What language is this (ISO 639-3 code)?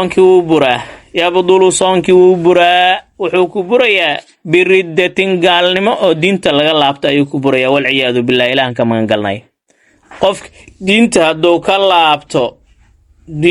som